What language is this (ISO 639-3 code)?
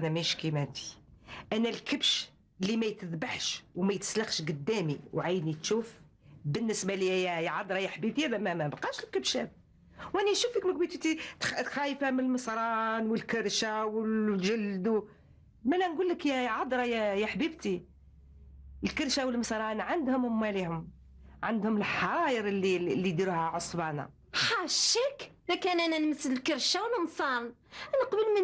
arq